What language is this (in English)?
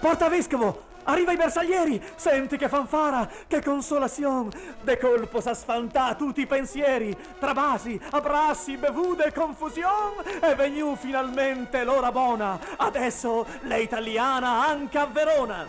Venetian